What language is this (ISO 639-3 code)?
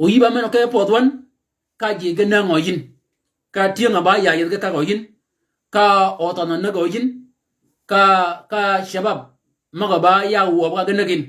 shk